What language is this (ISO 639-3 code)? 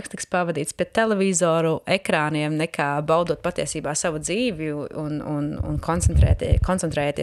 lav